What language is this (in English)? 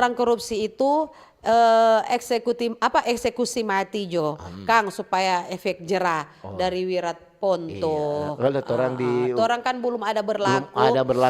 Manado Malay